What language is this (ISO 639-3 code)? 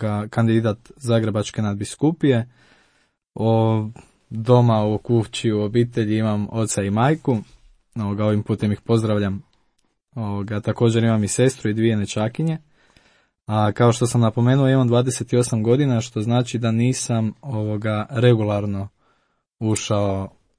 hrv